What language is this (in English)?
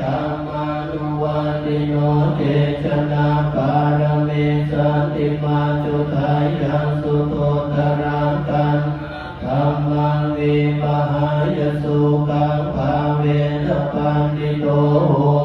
Pali